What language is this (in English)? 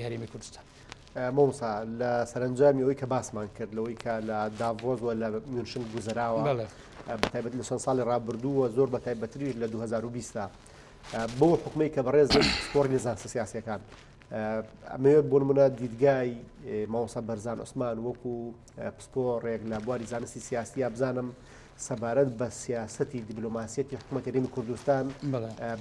Central Kurdish